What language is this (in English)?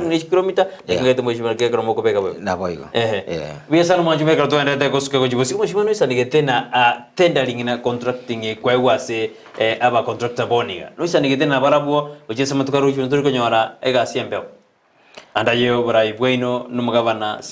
Gusii